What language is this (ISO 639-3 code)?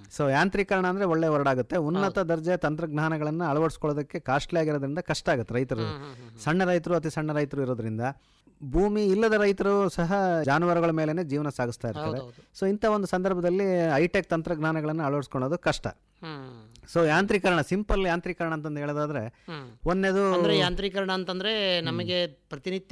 kan